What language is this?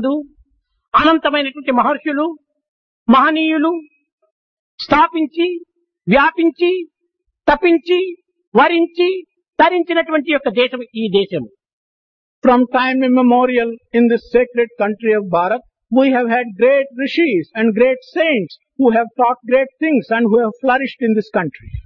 Telugu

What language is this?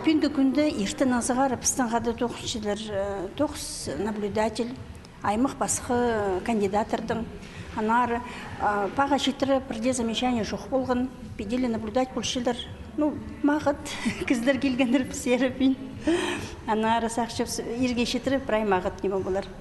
Khakas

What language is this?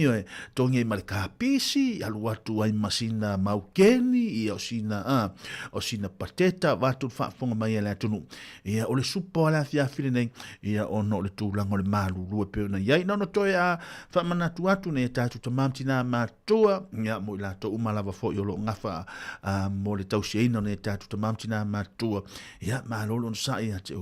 Samoan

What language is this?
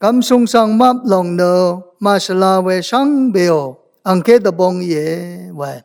Rawang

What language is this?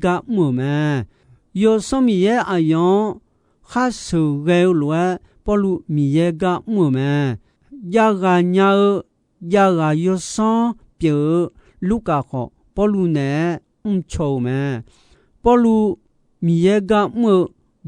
Akha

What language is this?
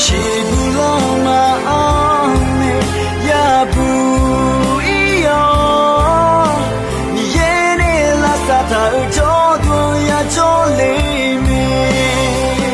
Akha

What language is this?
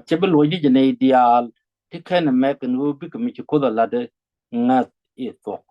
Nuer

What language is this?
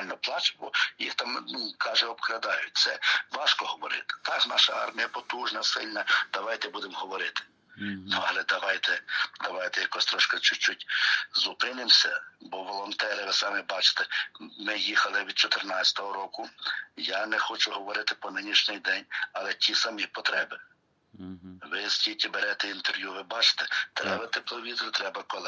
Ukrainian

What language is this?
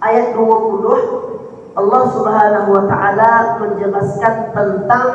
Minangkabau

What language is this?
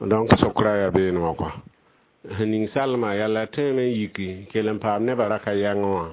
Mossi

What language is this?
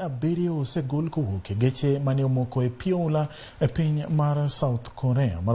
Luo (Kenya and Tanzania)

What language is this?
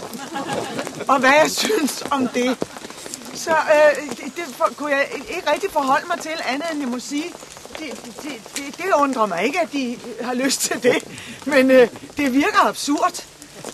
Danish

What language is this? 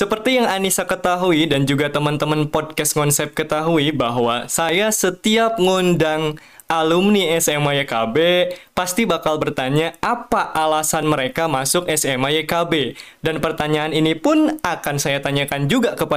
Indonesian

